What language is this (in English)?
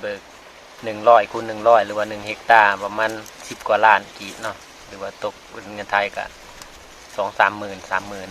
Lao